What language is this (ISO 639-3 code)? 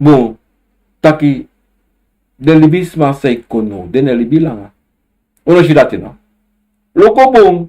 srn